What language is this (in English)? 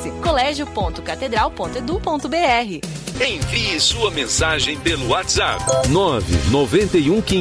Portuguese